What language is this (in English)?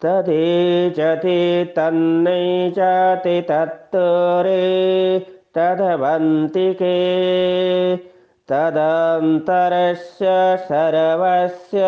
Sanskrit